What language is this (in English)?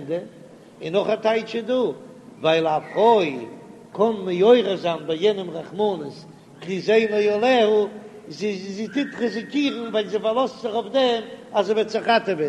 Yiddish